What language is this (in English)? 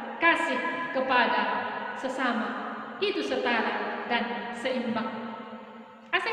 Batak Simalungun